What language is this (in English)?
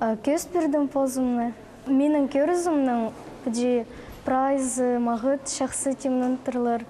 Khakas